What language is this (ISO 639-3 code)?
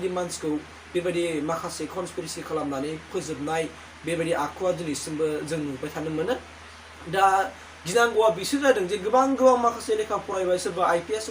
brx